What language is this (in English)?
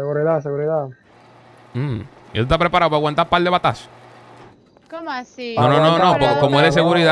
Spanish